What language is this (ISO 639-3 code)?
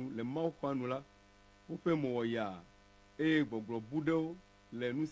ewe